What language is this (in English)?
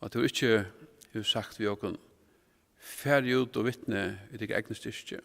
Faroese